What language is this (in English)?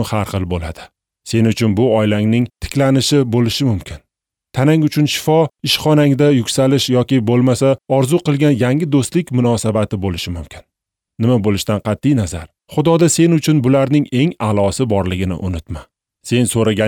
Uzbek